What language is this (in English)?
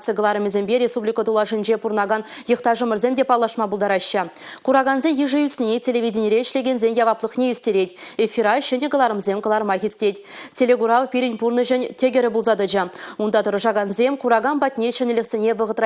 Chuvash